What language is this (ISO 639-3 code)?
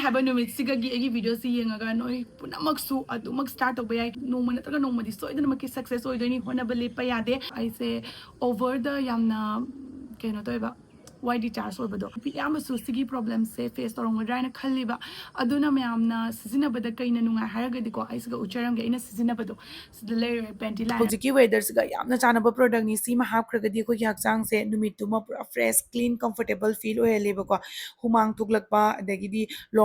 mni